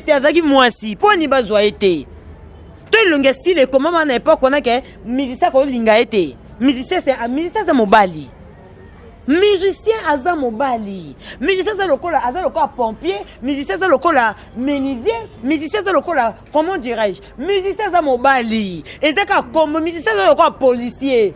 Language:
Lingala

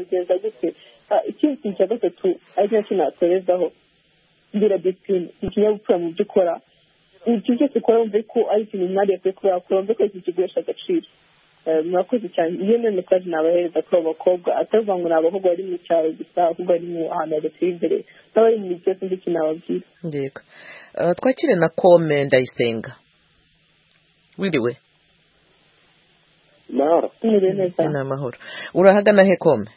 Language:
Kinyarwanda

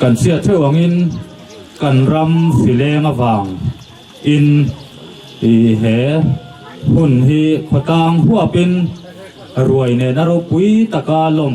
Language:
Mizo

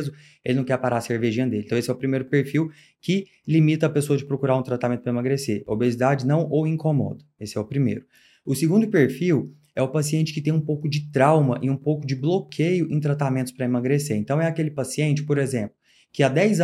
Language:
Portuguese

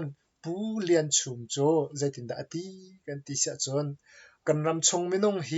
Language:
Hakha Chin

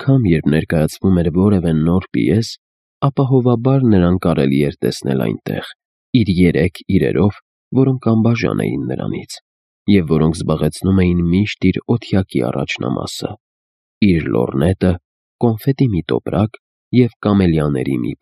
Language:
Armenian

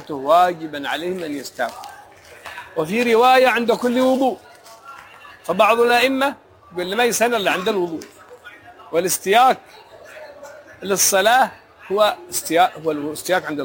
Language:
Arabic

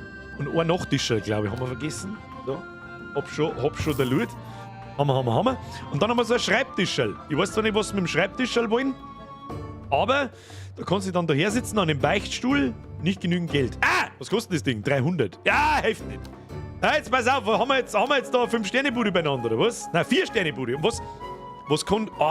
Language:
Bavarian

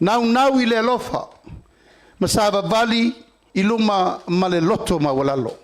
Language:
Samoan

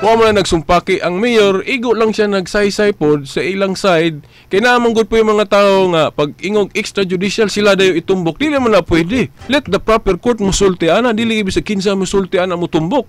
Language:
Cebuano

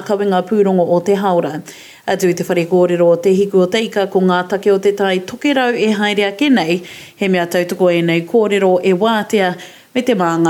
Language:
Māori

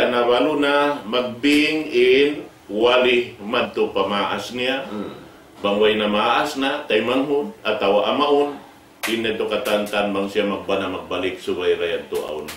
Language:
Tausug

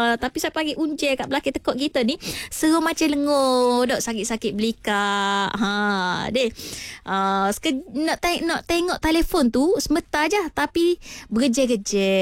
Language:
Malay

